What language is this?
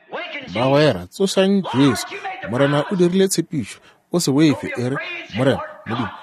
Northern Sotho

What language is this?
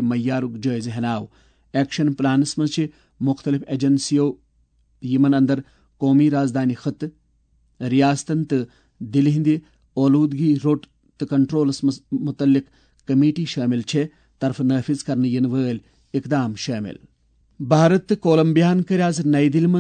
Kashmiri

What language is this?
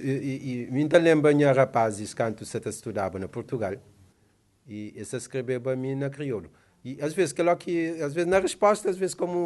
Kabuverdianu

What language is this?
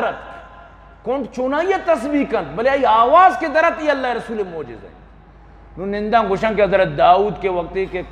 Eastern Balochi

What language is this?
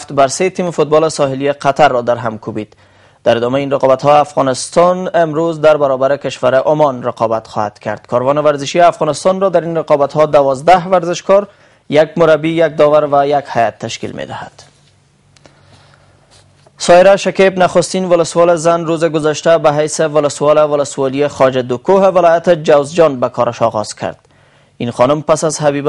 Persian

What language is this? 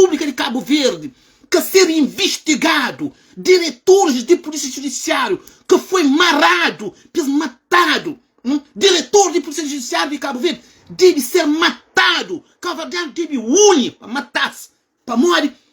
Kabuverdianu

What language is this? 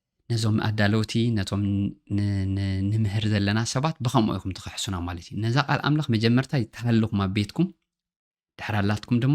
Tigrinya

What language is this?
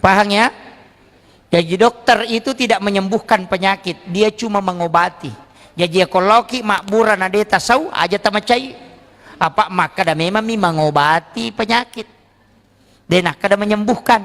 Buginese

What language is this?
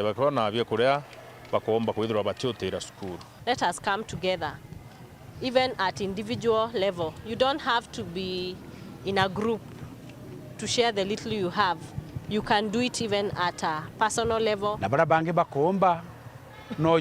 Meru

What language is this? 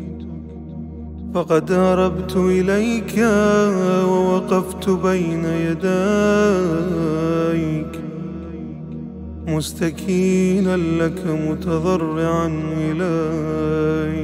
Arabic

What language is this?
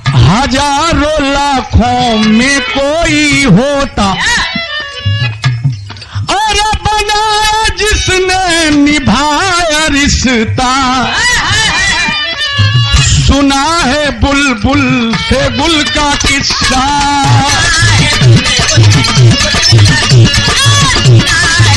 Bhojpuri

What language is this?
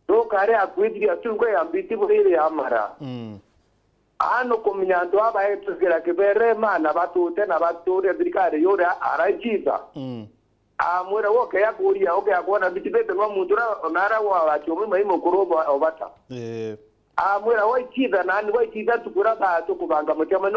Meru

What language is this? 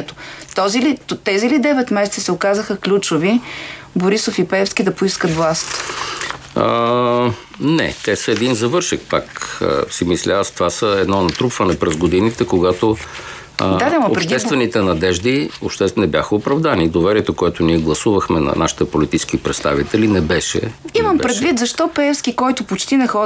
Bulgarian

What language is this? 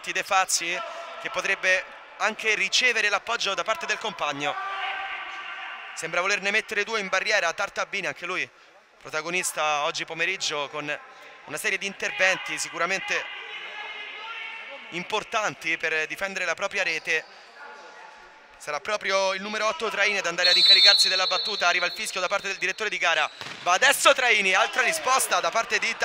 Italian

